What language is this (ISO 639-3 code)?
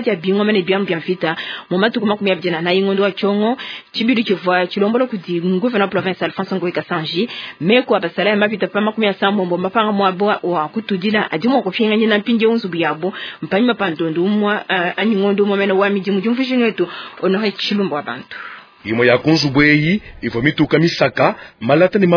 lua